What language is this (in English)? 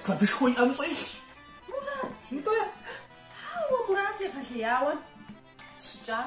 Kabardian